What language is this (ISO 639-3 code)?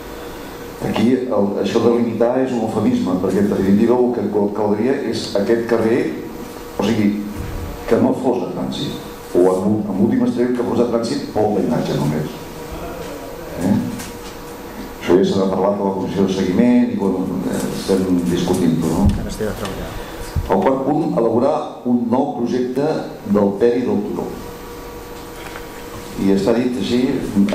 cat